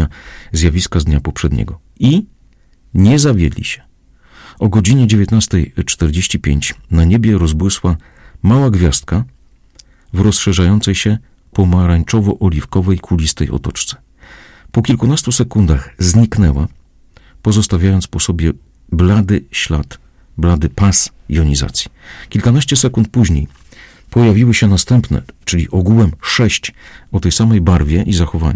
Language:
Polish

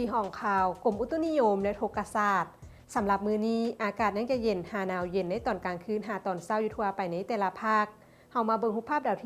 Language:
Lao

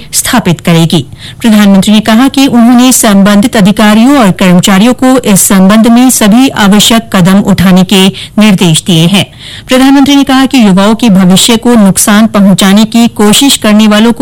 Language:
Hindi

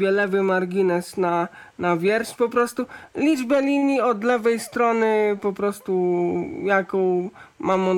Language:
Polish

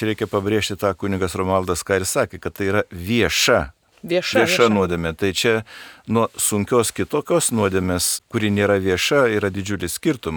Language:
Lithuanian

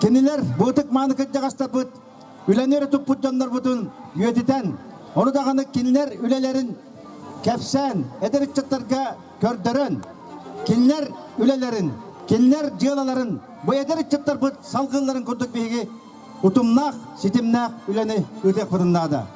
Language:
Yakut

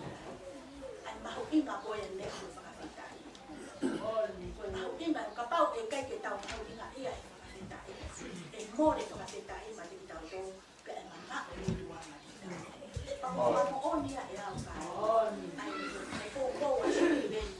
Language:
Tongan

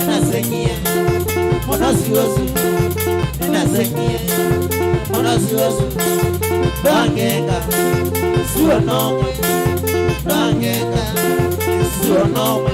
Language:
Kamba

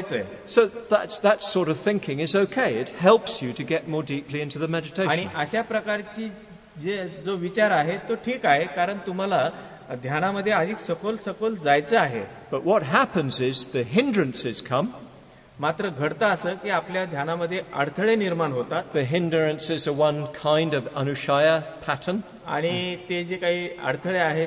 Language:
Marathi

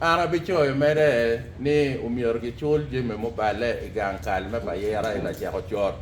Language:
Acoli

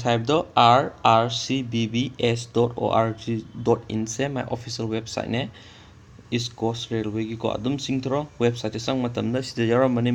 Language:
Manipuri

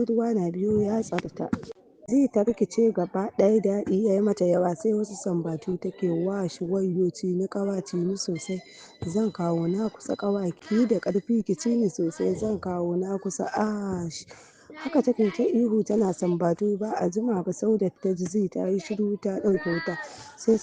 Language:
Hausa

